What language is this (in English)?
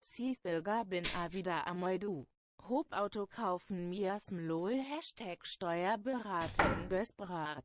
Bavarian